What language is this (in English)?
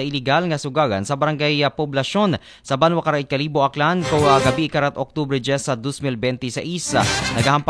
Aklanon